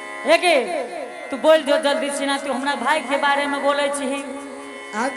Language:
Angika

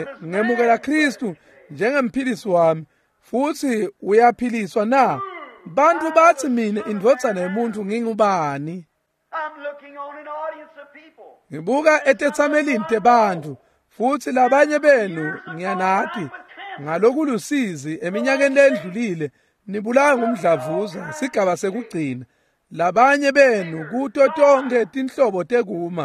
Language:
Swati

